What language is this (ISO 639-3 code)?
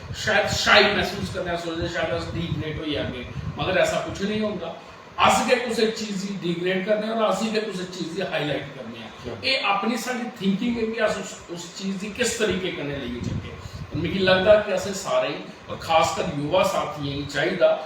doi